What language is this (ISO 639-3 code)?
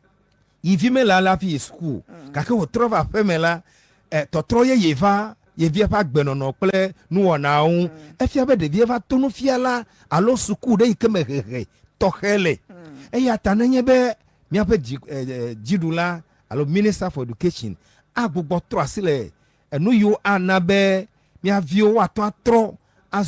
ewe